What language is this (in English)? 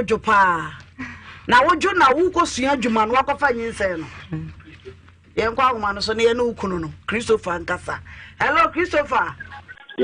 Akan